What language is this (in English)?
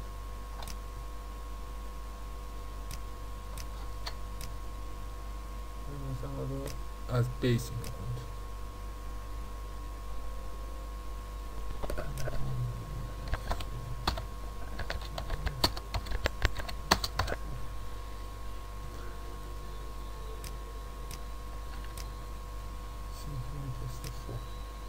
Persian